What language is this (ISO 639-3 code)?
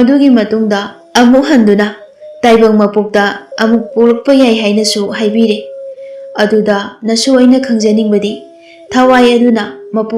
mni